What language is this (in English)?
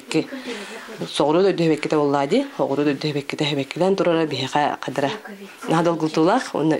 Yakut